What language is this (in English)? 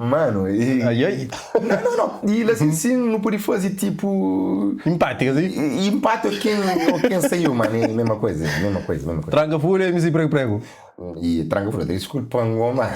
Kabuverdianu